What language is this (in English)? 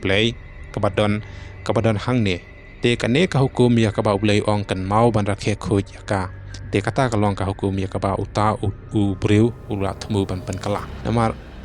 Khasi